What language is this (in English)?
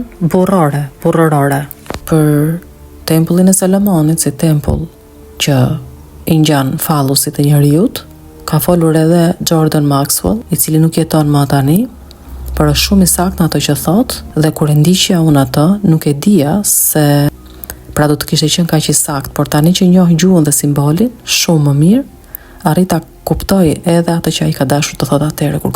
Albanian